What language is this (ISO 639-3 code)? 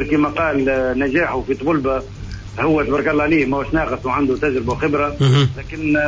aeb